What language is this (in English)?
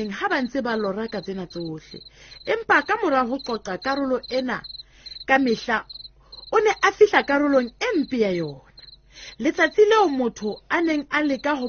Southern Sotho